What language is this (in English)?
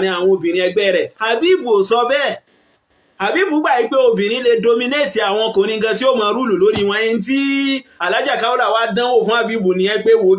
Yoruba